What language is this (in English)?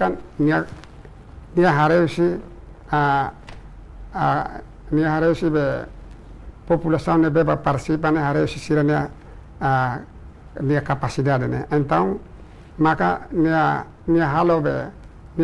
Tetum